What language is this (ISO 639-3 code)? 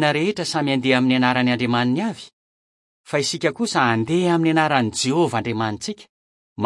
mlg